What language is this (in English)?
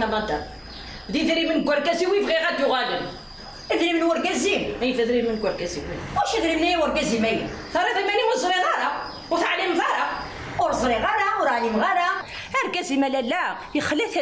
Kabyle